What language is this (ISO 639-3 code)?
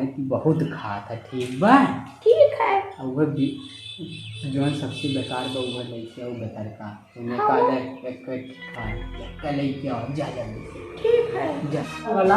awa